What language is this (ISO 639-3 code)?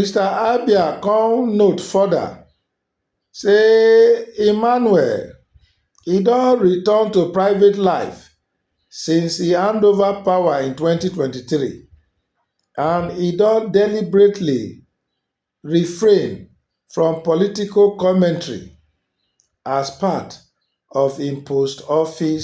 pcm